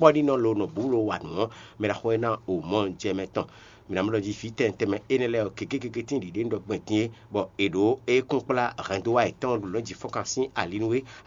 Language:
Fon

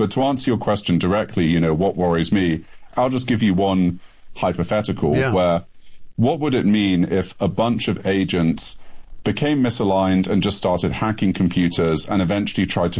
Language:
English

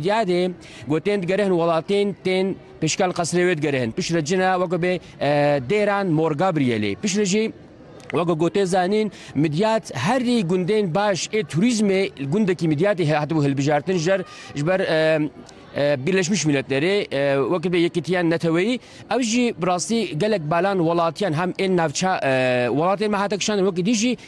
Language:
Kurdish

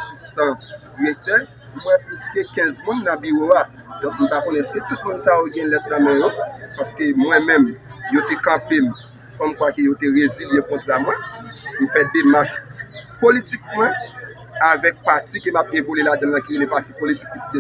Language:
Haitian Creole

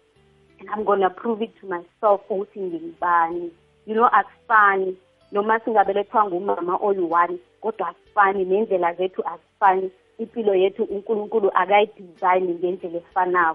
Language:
South Ndebele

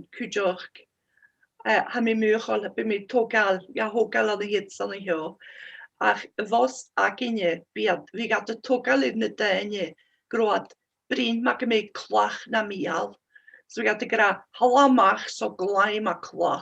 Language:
Scottish Gaelic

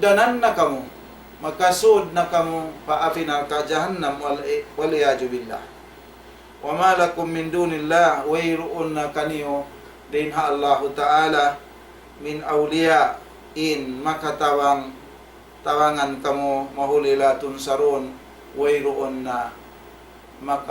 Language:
Tausug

